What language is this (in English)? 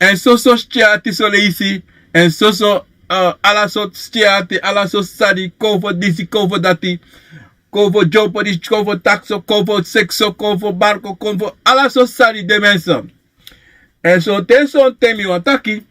Sranan Tongo